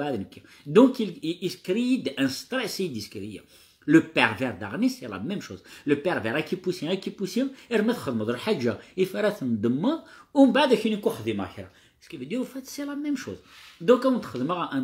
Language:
Kabyle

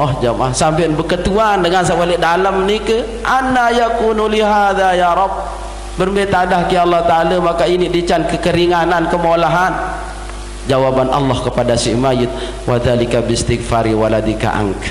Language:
Sasak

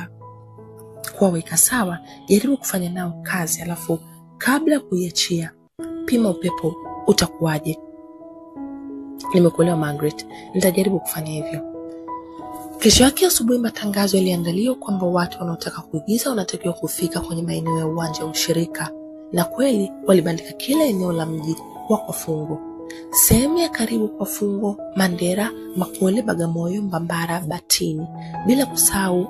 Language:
Swahili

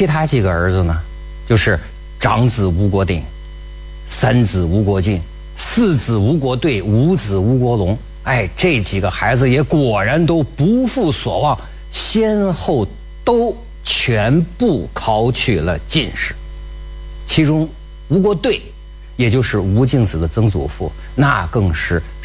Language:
Chinese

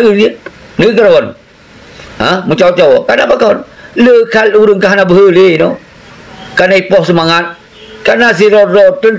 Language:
Achinese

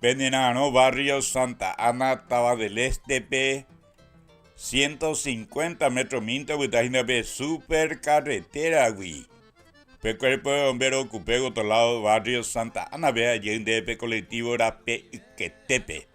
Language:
Guarani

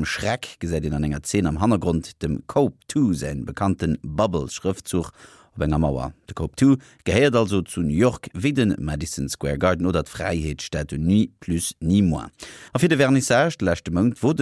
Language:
Luxembourgish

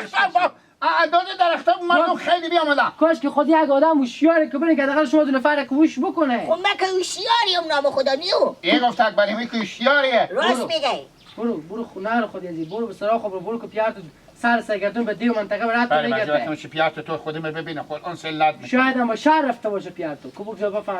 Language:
Hazaragi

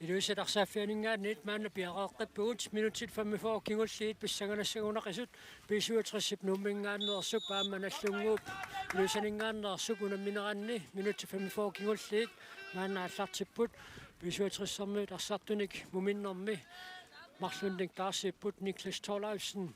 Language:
Kalaallisut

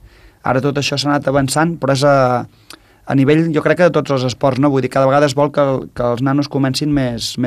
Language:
Catalan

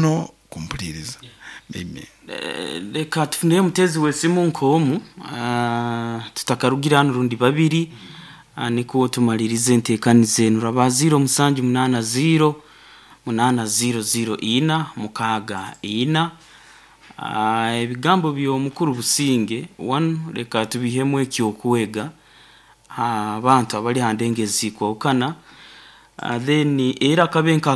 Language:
Nyoro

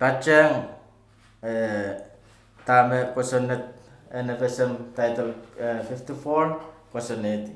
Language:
Pohnpeian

